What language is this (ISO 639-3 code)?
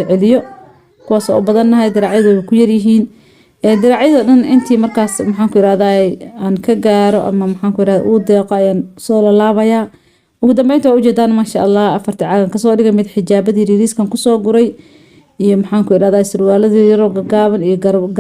som